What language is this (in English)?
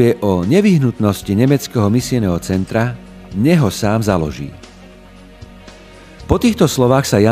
Slovak